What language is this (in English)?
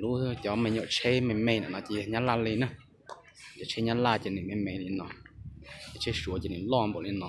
Hmong